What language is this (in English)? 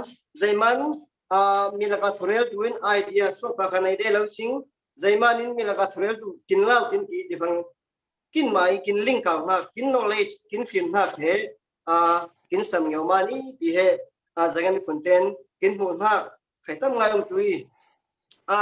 Falam Chin